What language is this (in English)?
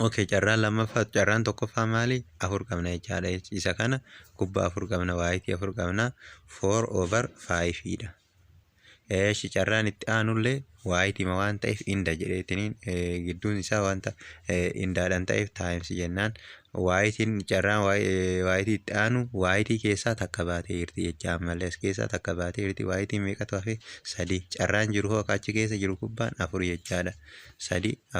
Oromo